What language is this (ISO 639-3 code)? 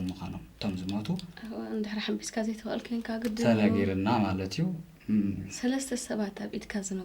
tir